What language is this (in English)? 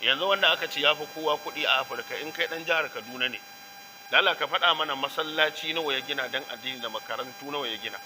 Hausa